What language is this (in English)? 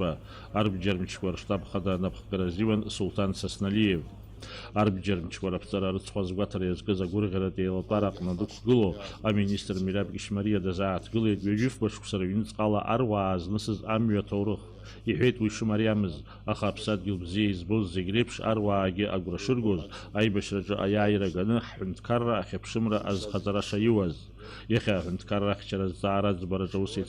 Abkhazian